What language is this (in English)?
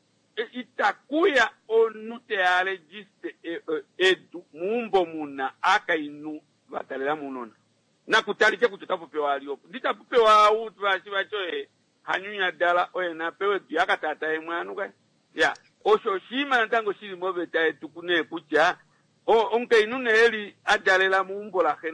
Kuanyama